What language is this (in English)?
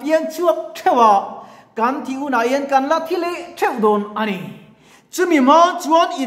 Mizo